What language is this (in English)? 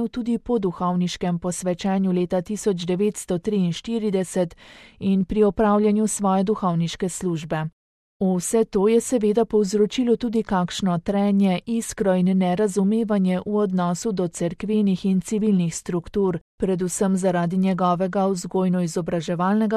Slovenian